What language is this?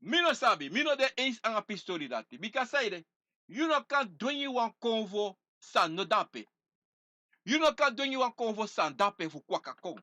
Sranan Tongo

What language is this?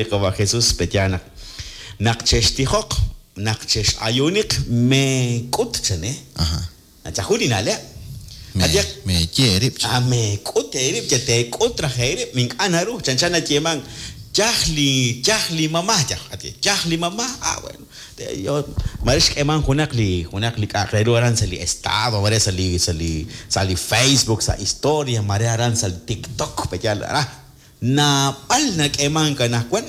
Kekchí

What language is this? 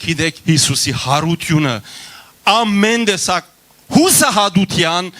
Western Armenian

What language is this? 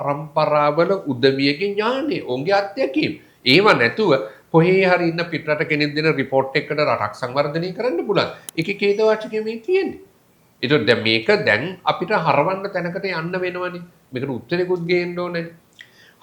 Sinhala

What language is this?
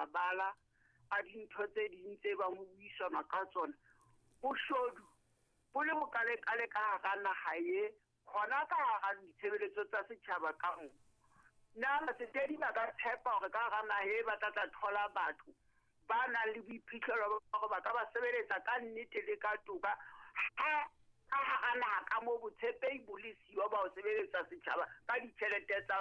Southern Sotho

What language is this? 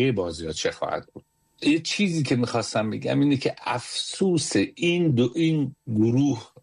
Persian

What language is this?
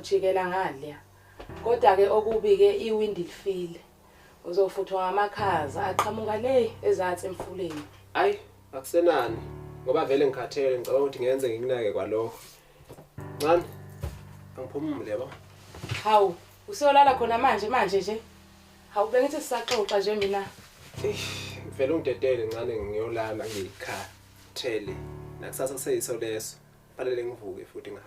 Zulu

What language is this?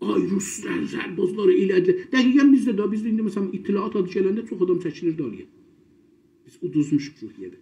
South Azerbaijani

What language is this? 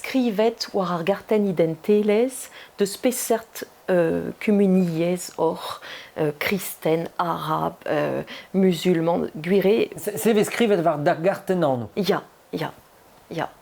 Breton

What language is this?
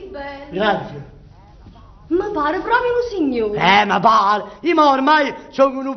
Neapolitan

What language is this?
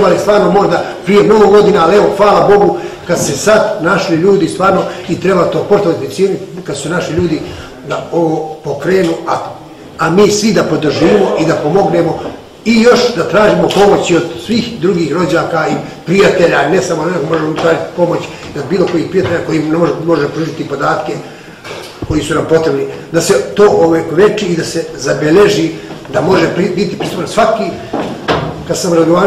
Bosnian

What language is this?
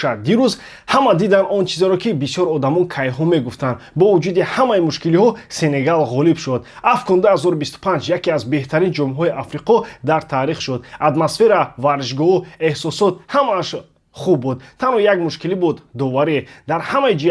Tajik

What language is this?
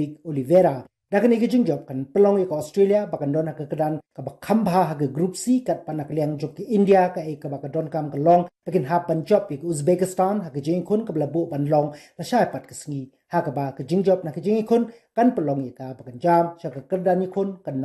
Khasi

